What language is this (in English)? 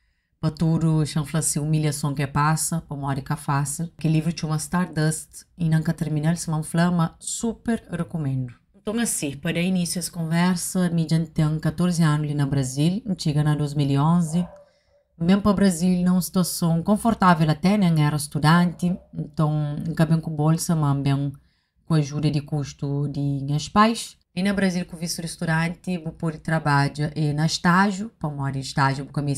Kabuverdianu